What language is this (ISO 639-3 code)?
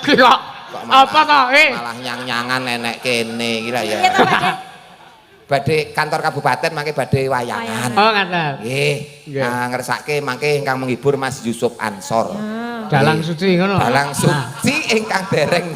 jav